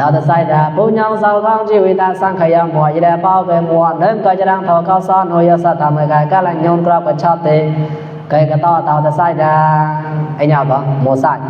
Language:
Mon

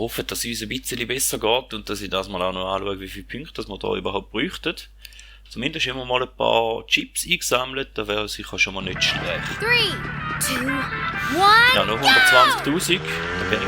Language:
Swiss German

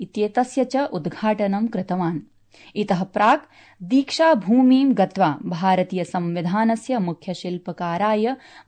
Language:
Sanskrit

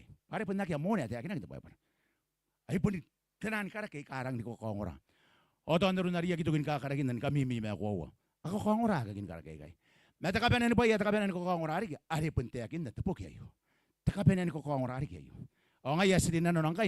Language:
Gilbertese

